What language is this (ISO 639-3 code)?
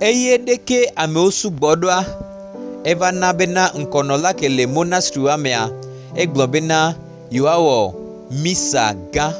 gej